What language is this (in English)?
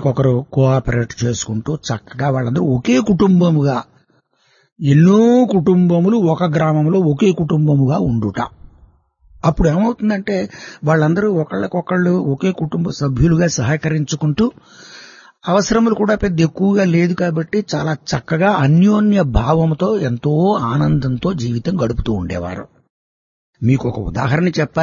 Telugu